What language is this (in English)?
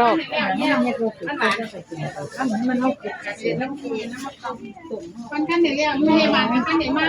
Northeastern Thai